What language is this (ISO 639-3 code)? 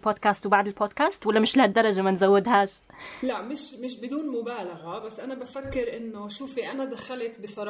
apc